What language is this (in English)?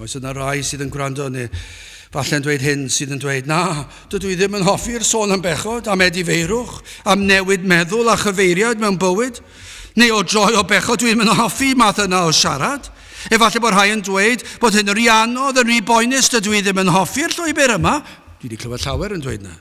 Welsh